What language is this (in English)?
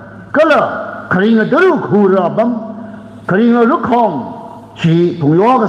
Tangkhul Naga (India)